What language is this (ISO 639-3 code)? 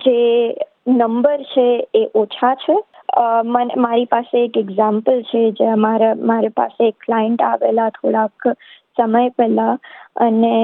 guj